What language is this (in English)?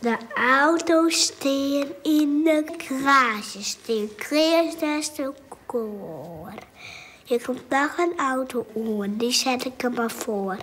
Western Frisian